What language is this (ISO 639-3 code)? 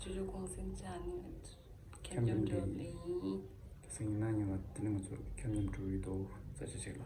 bod